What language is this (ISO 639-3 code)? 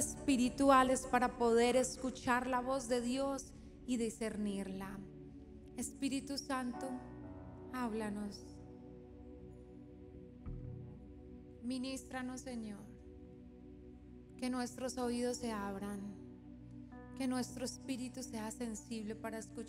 spa